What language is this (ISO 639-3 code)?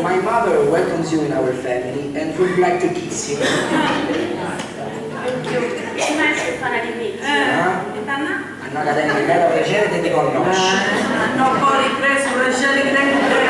srd